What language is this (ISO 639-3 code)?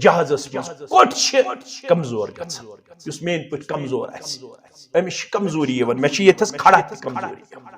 kas